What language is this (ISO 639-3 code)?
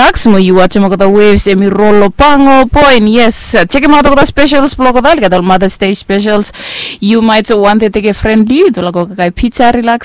bis